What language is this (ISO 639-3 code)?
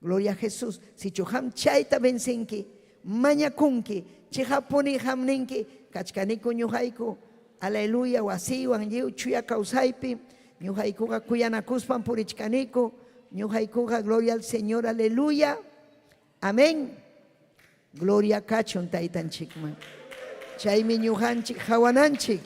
quy